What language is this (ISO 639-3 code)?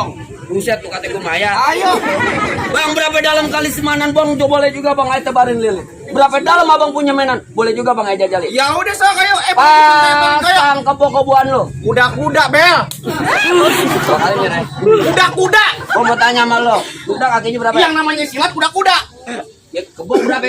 bew